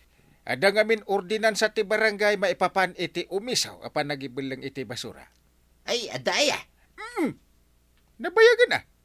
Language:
Iloko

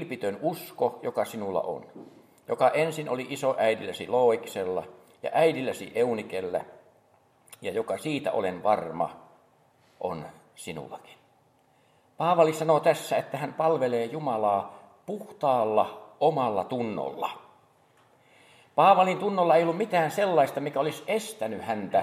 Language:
Finnish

